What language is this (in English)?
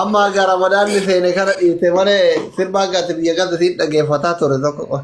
Oromo